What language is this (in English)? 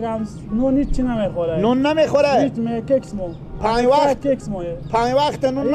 Persian